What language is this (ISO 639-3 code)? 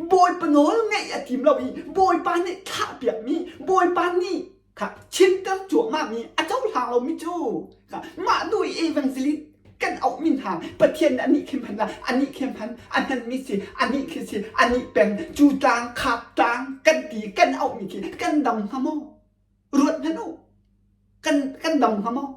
cnh